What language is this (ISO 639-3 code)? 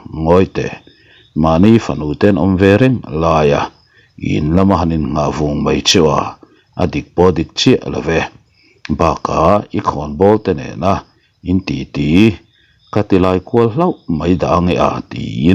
lus